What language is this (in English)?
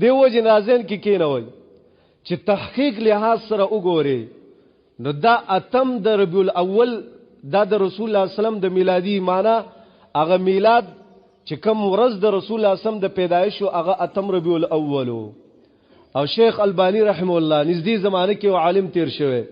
Pashto